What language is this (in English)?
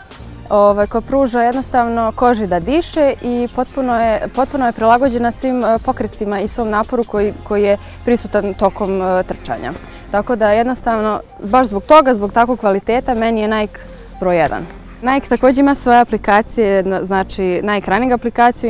Bosnian